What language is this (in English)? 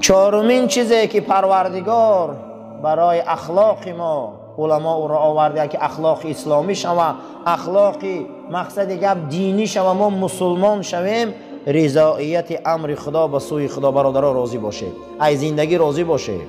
Tajik